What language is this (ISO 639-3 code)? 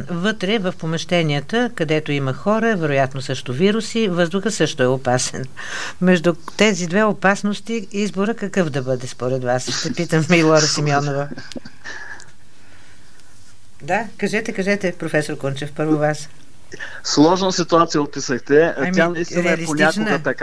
bul